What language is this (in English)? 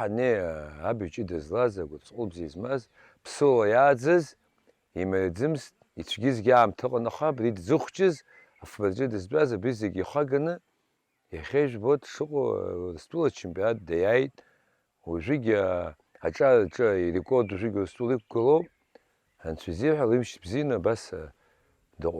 Abkhazian